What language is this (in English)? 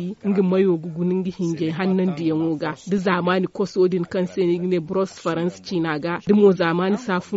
Zarma